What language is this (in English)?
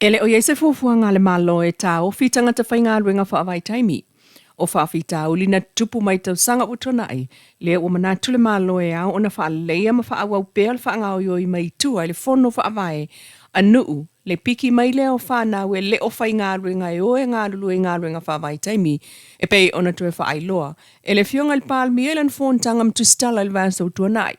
Samoan